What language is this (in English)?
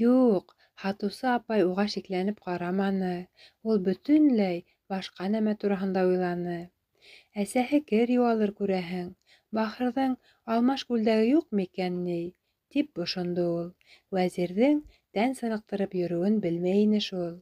Bashkir